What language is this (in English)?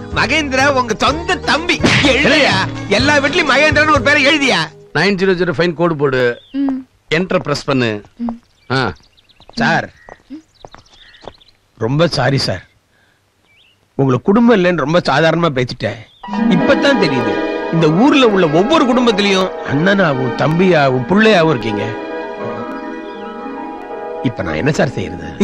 Tamil